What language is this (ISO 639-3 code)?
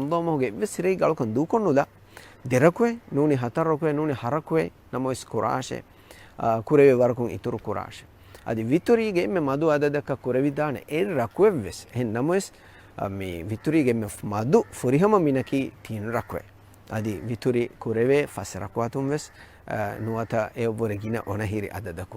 div